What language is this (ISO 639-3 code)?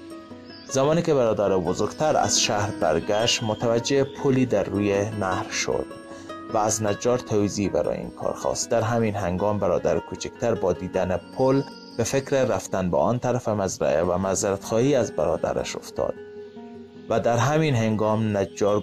fas